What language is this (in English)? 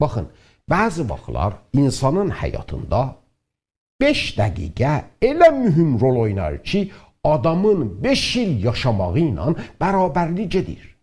South Azerbaijani